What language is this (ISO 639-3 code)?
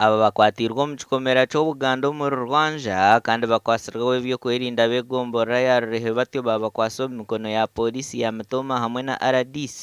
nyn